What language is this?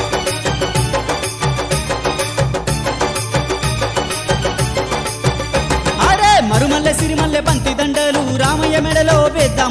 Telugu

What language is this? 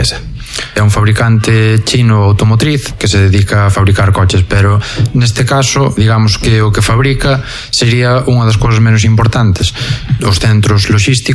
Galician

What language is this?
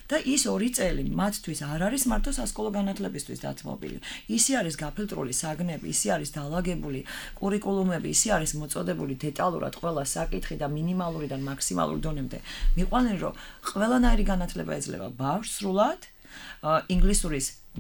Georgian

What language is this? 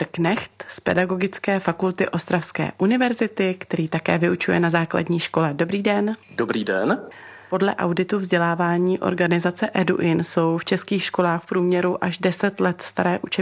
Czech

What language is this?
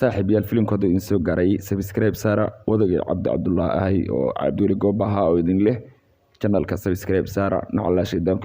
Somali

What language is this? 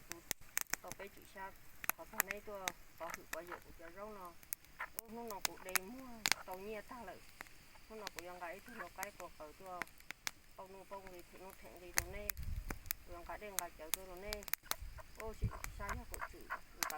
Hmong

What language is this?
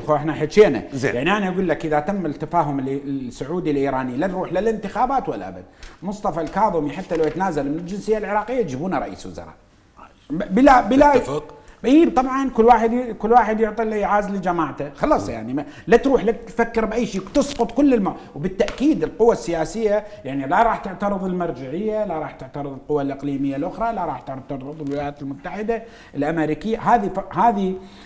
Mesopotamian Arabic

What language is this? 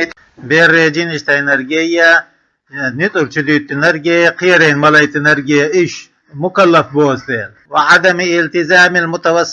Chechen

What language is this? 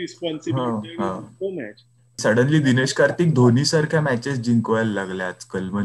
Marathi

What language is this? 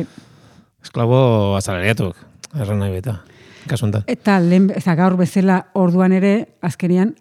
Basque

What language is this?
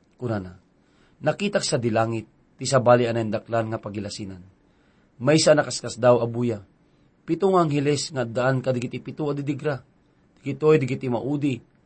Iloko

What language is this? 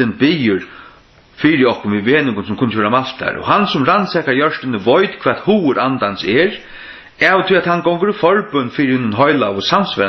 Faroese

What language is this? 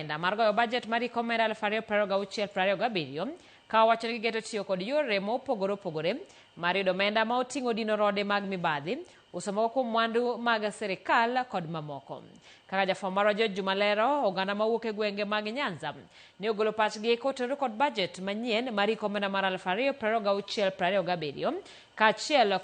Luo (Kenya and Tanzania)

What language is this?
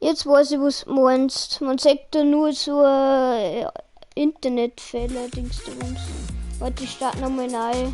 Bavarian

